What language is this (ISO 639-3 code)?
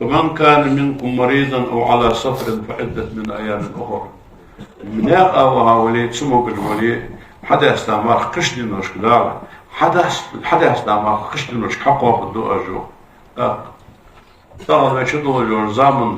inh